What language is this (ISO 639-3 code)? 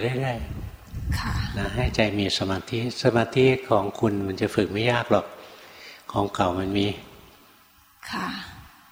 tha